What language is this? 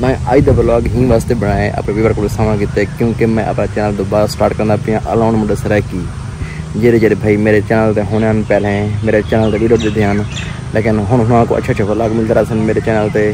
Saraiki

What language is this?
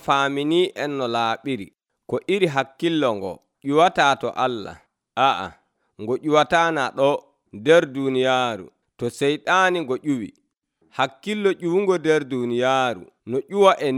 Nigerian Fulfulde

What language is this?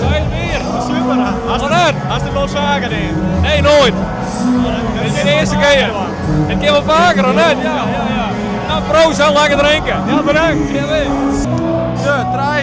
Western Frisian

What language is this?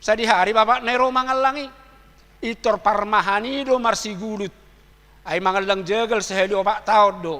Batak Toba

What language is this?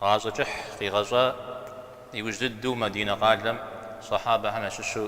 Kabardian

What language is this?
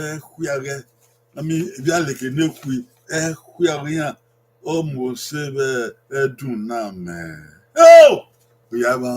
Bini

